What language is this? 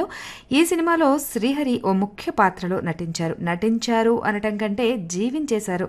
Telugu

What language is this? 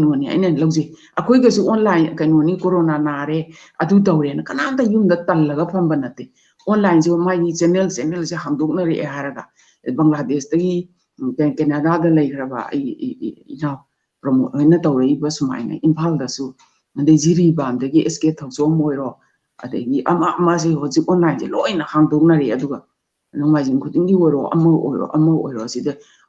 Manipuri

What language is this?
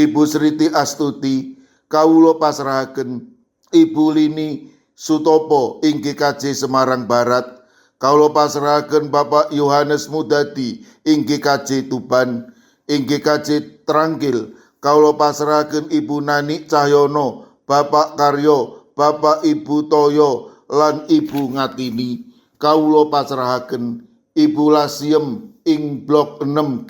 Javanese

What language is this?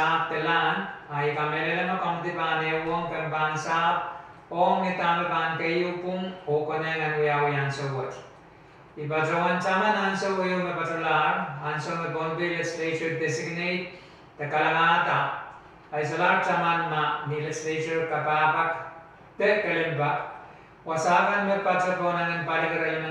Pohnpeian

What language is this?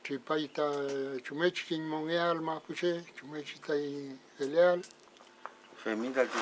Mapuche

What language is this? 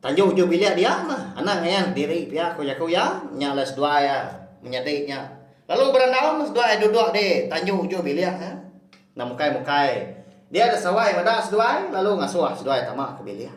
Iban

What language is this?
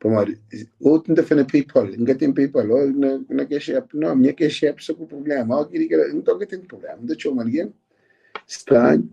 Kabuverdianu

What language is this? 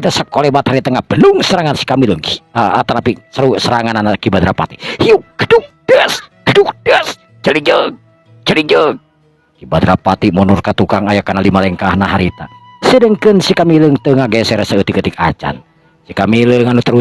Sundanese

